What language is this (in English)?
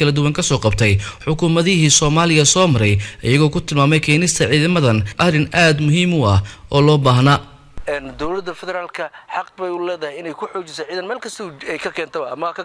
Somali